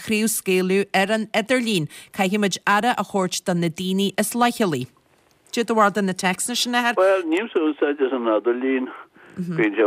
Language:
Irish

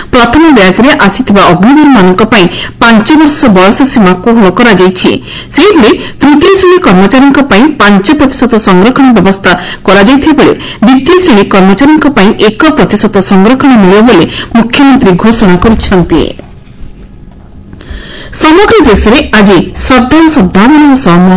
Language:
Odia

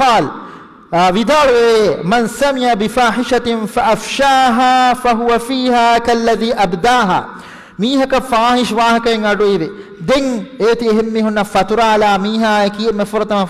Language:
Divehi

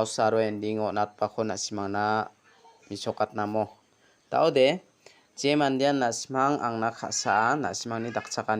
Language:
Garo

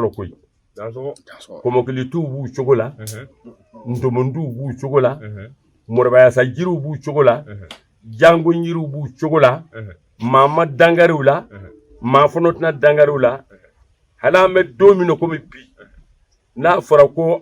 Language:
Bambara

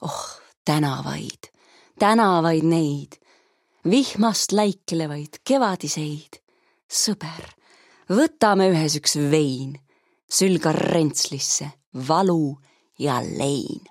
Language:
Estonian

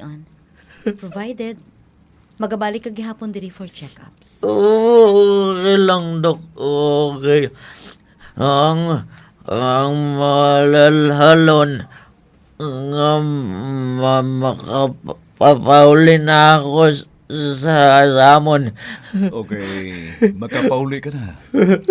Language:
Hiligaynon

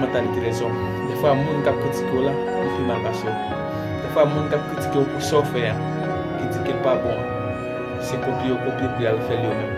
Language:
Haitian Creole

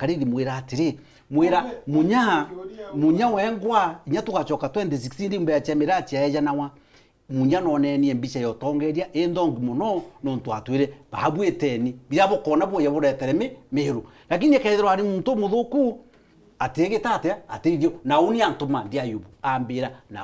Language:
Meru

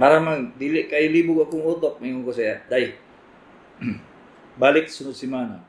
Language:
Cebuano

